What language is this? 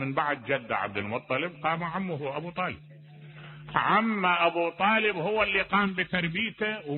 Mesopotamian Arabic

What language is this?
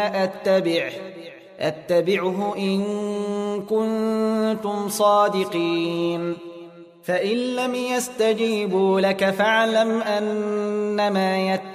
Arabic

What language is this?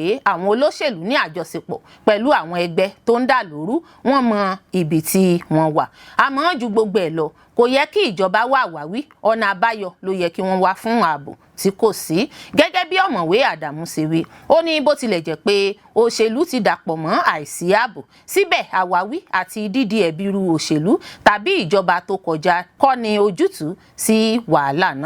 Yoruba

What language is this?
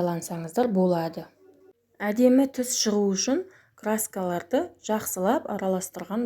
Kazakh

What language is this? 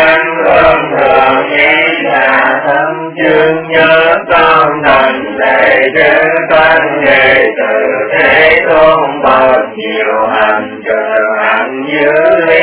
Vietnamese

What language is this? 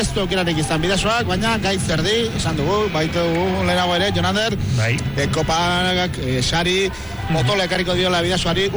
Basque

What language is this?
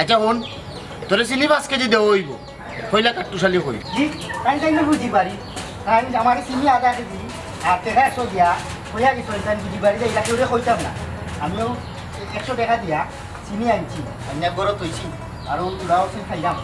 Sylheti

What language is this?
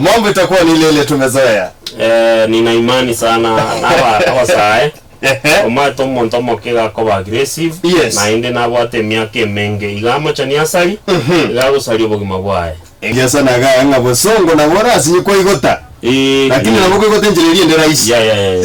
Gusii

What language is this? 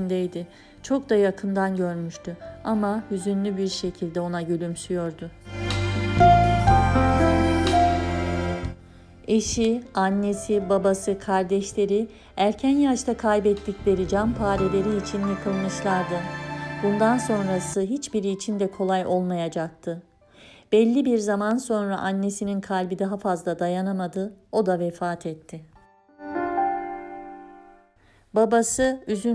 Turkish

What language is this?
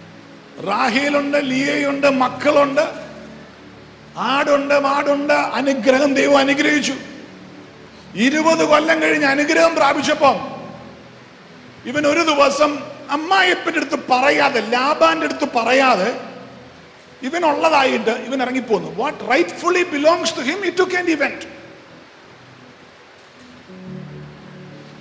Malayalam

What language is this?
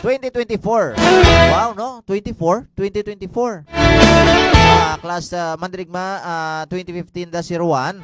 Hiligaynon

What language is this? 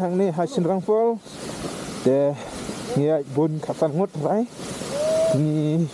Khasi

